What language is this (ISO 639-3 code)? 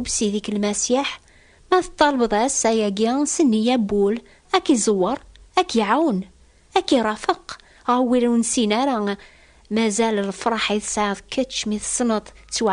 kab